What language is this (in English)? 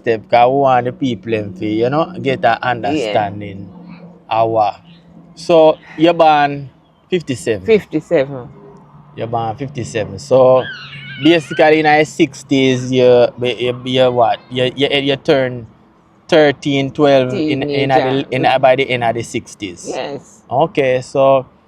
Jamaican Creole English